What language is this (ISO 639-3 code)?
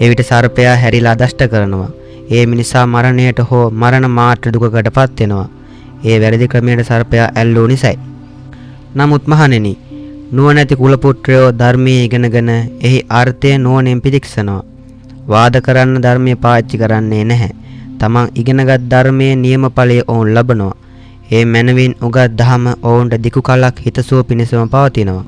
sin